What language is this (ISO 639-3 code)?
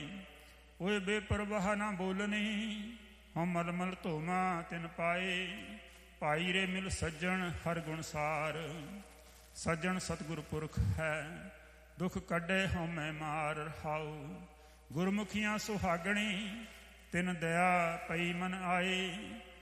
pan